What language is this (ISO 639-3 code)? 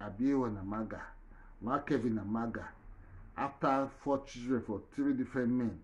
pcm